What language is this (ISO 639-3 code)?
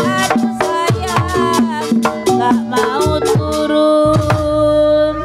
bew